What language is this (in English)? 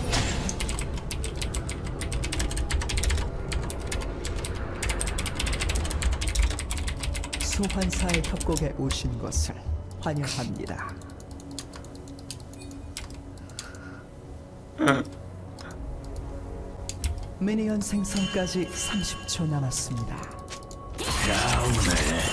Korean